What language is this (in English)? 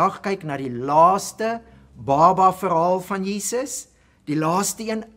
Afrikaans